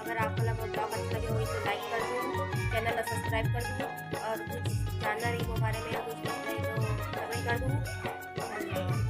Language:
Chhattisgarhi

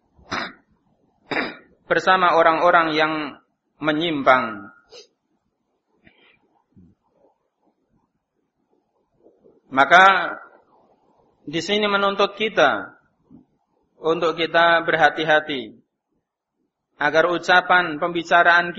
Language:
Indonesian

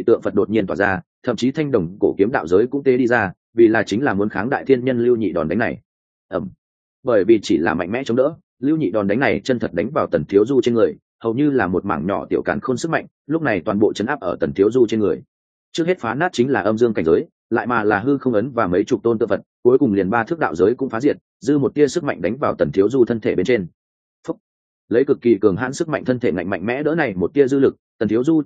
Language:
Vietnamese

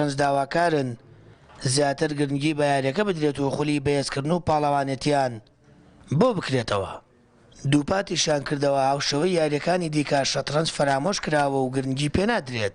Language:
Central Kurdish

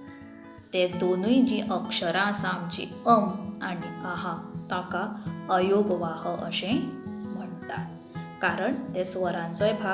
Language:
Konkani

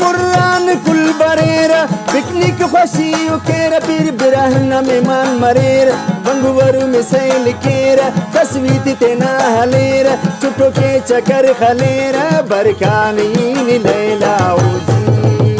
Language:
Brahui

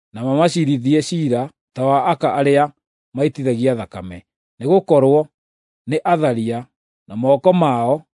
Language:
Kikuyu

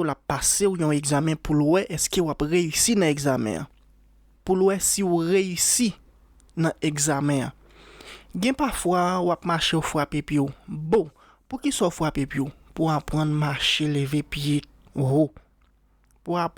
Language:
Haitian Creole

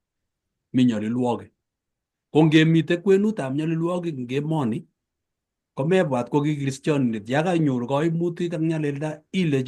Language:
Kalenjin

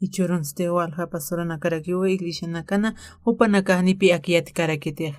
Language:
Aymara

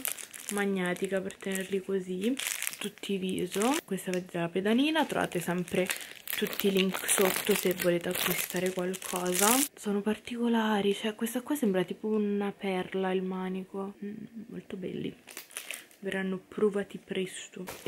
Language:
Italian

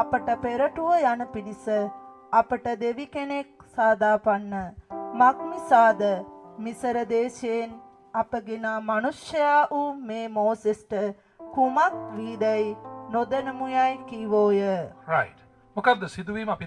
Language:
Sinhala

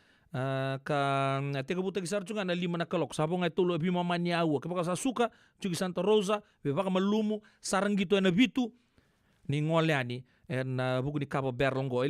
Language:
Fijian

